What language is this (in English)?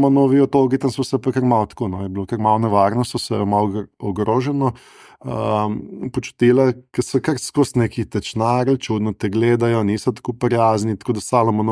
Slovenian